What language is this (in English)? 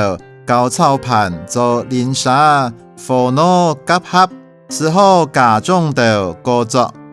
Hakka Chinese